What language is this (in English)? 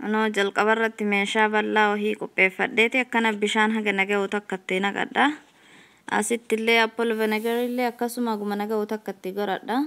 Oromo